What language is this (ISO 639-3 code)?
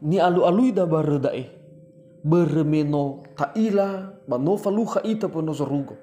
nia